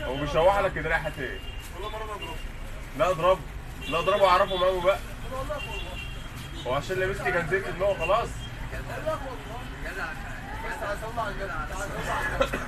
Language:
Egyptian Arabic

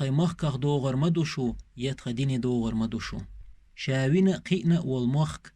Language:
Chechen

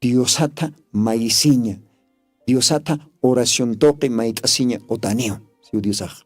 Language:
Aymara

